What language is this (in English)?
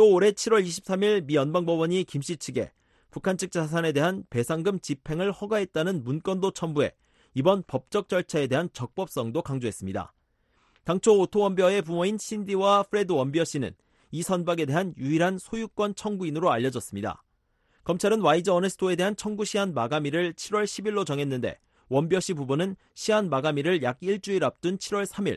Korean